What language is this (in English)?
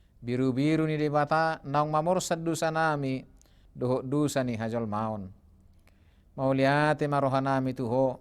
Batak Toba